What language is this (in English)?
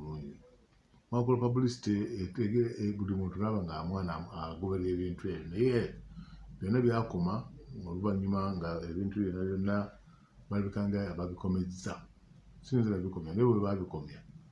Ganda